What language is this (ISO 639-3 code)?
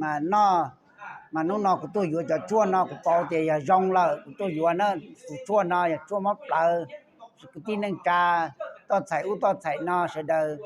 hmn